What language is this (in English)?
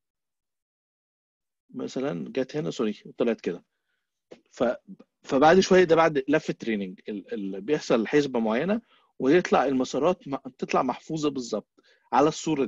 Egyptian Arabic